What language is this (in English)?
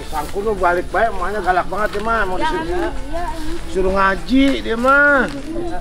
Betawi